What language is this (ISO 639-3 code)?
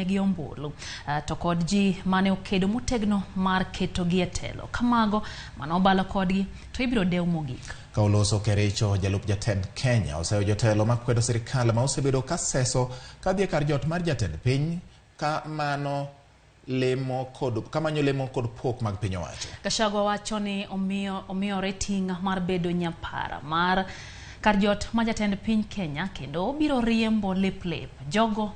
luo